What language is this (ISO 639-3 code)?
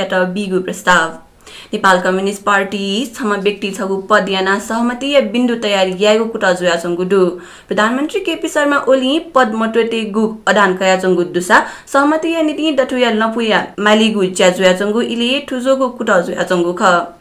new